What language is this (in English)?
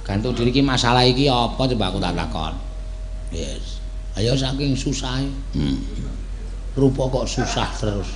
Javanese